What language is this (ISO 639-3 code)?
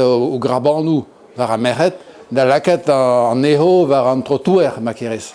bre